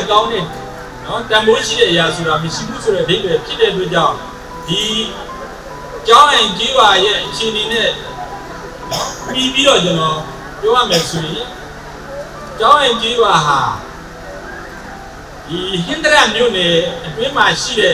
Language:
Burmese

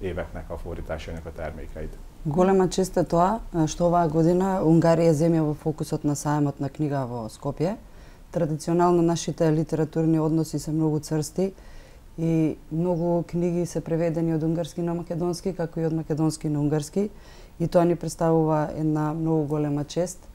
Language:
Macedonian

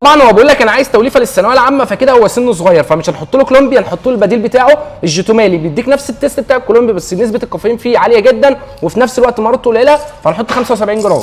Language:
Egyptian Arabic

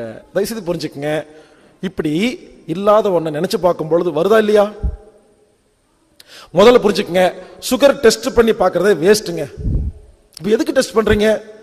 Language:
Tamil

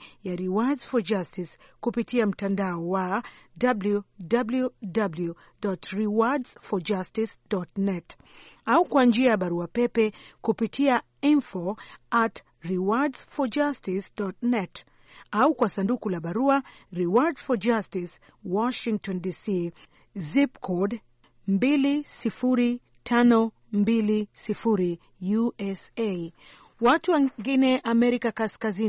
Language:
Swahili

